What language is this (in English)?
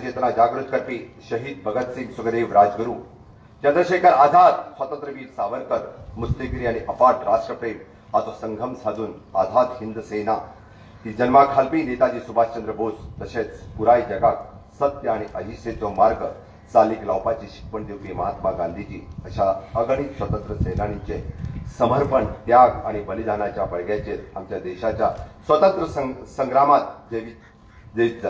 Konkani